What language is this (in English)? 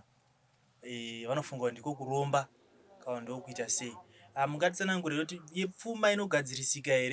Shona